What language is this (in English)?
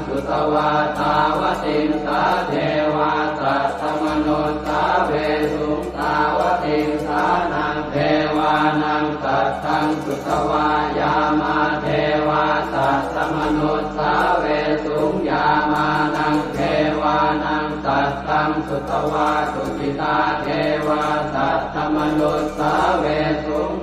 Pali